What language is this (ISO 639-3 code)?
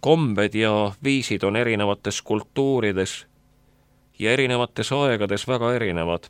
est